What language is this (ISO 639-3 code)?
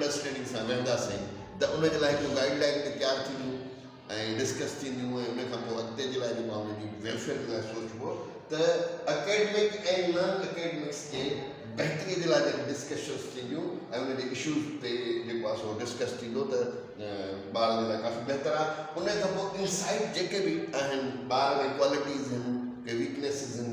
snd